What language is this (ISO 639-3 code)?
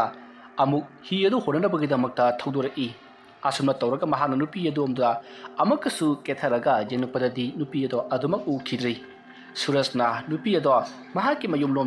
mni